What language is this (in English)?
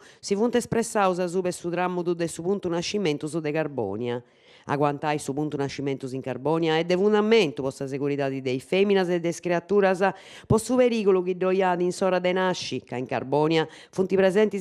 Sardinian